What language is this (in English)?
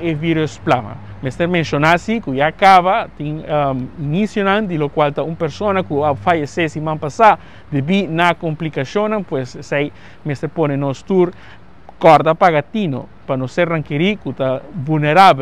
Papiamento